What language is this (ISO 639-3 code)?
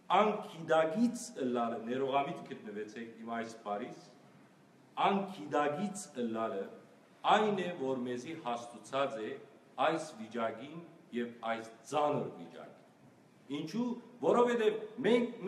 hyw